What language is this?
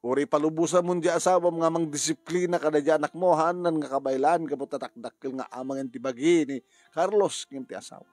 Iloko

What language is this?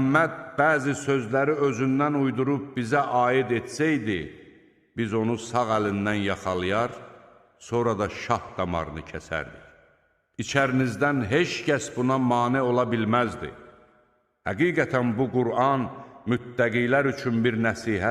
Azerbaijani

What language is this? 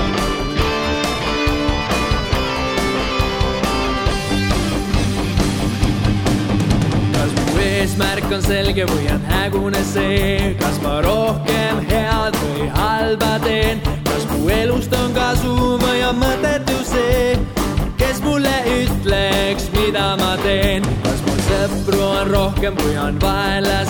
Estonian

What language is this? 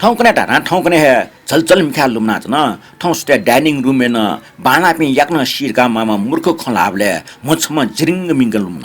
Newari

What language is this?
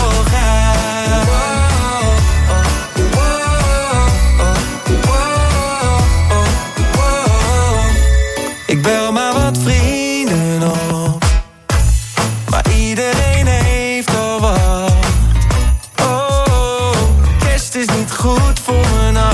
Dutch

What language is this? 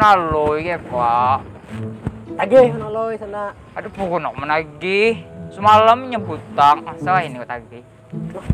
Banjar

